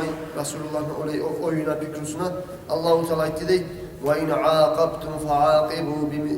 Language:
Kumyk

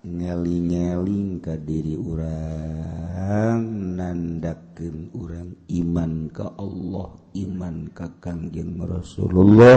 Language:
Sundanese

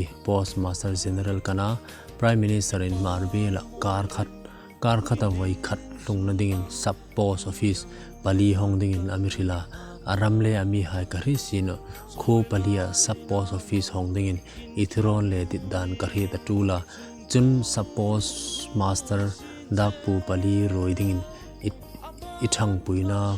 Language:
Hmar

